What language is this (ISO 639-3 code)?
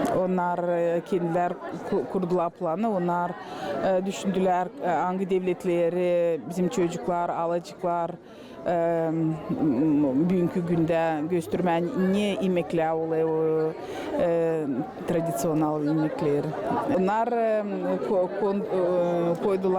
gag